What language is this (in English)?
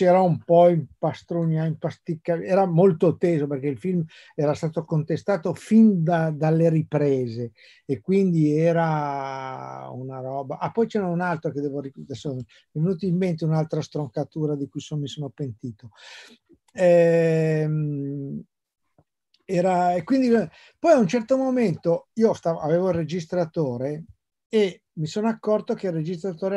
Italian